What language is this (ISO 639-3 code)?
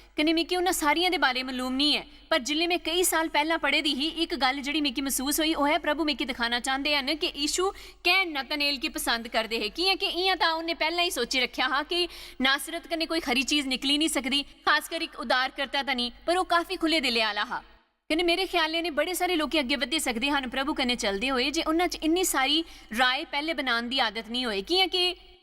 doi